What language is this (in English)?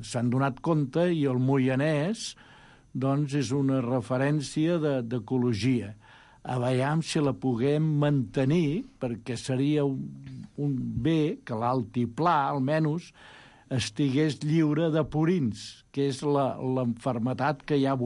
Catalan